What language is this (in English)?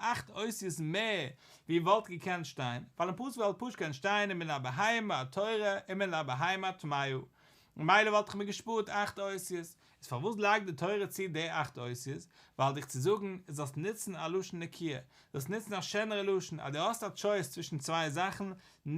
Yiddish